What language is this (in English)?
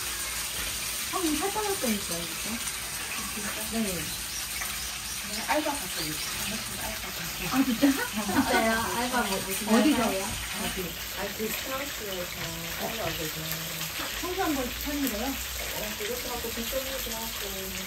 Korean